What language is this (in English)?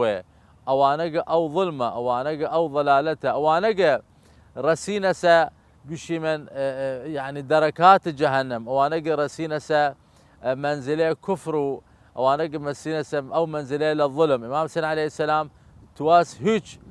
Southern Kurdish